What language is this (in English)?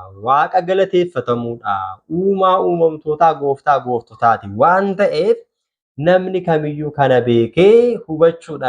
Oromo